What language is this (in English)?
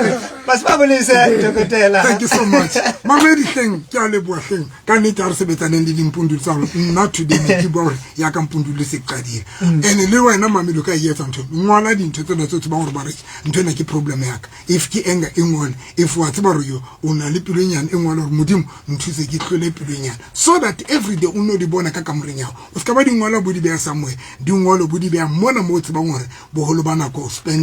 Southern Sotho